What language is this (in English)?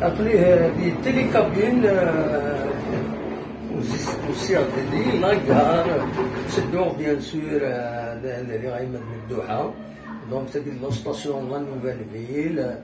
Kabyle